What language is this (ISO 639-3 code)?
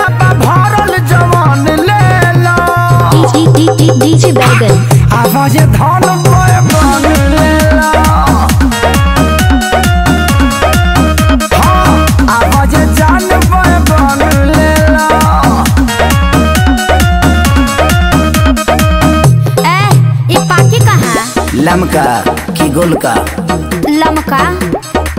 bho